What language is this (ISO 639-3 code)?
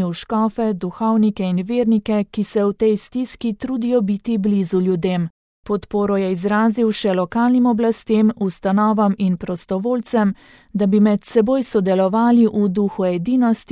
slv